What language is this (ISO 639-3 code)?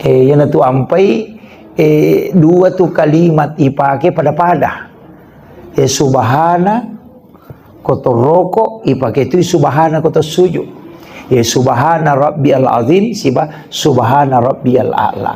bug